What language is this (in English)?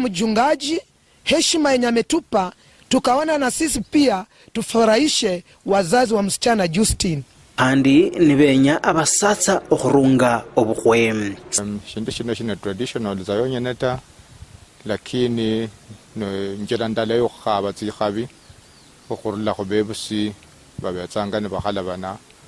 Luyia